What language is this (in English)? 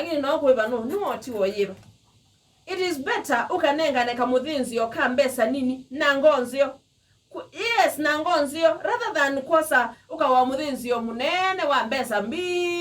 Kamba